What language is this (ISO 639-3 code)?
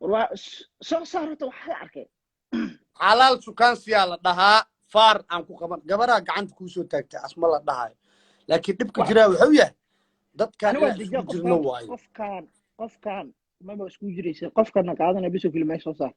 som